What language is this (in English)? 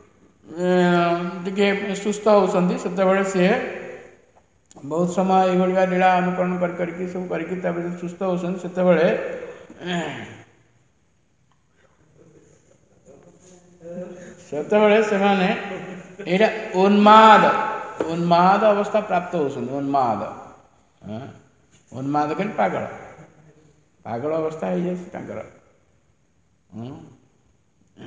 Odia